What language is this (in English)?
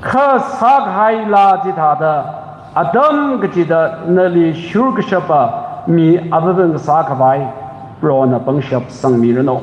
Tangkhul Naga (India)